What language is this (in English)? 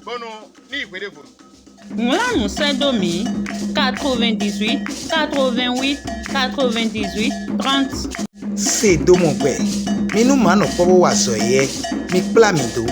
Fon